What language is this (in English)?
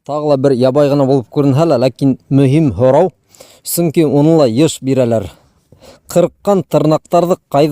Bashkir